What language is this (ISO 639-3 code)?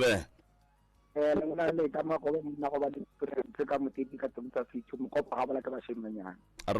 nso